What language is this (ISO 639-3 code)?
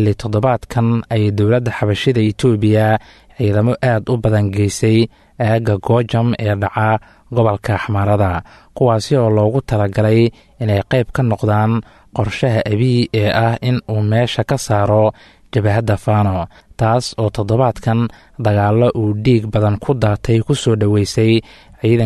som